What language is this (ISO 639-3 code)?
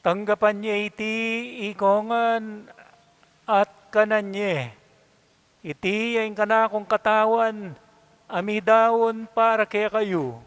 pam